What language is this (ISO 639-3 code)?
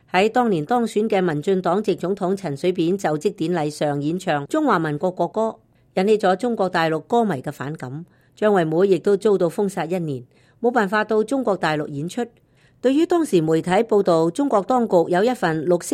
yue